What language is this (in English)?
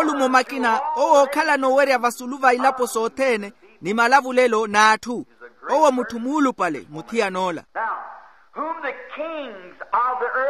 Makhuwa